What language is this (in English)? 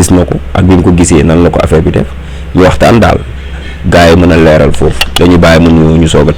Wolof